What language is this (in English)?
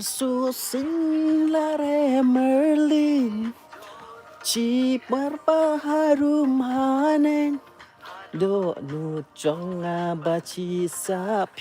Khasi